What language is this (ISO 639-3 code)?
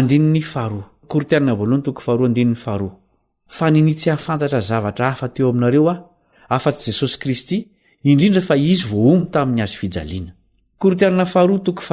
mlg